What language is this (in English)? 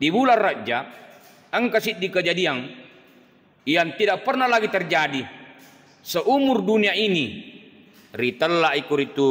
Buginese